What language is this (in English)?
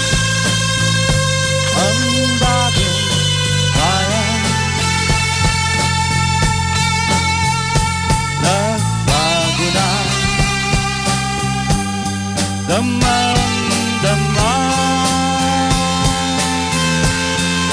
Filipino